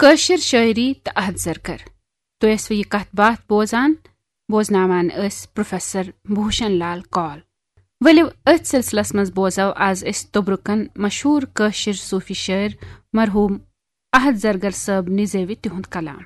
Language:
Kashmiri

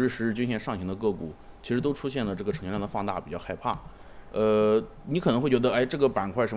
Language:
Chinese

